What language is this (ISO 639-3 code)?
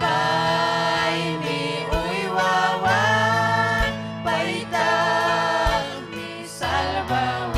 quy